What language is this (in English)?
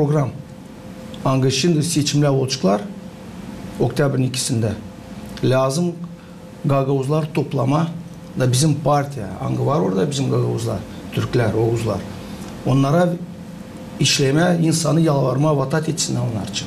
Gagauz